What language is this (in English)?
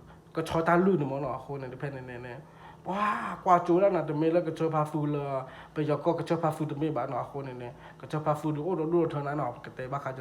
S'gaw Karen